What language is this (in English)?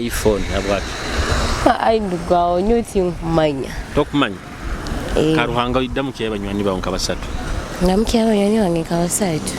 Nyoro